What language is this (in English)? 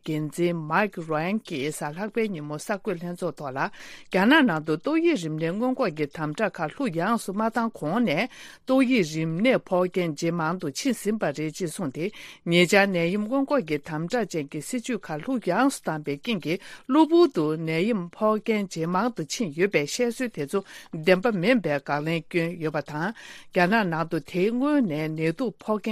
Tibetan